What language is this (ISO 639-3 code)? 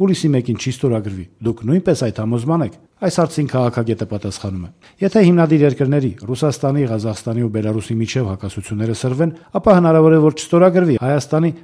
hye